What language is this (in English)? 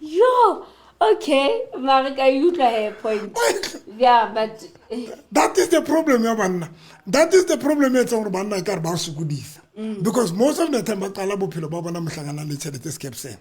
Southern Sotho